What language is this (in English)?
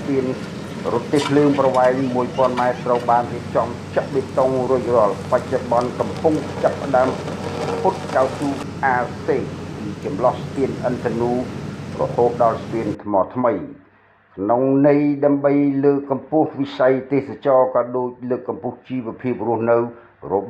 Khmer